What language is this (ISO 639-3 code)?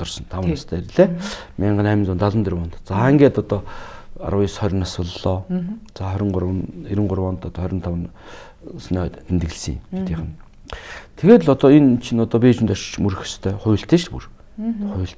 mon